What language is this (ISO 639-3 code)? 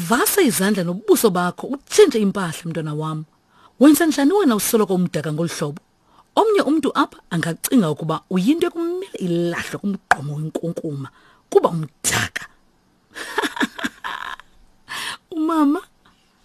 xho